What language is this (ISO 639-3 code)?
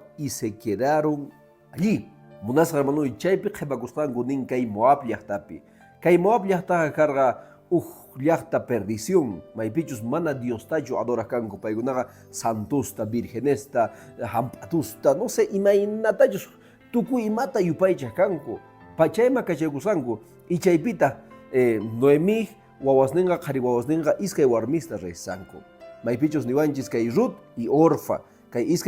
que